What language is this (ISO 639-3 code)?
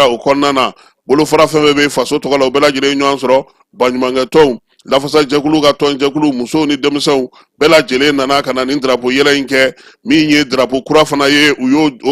bam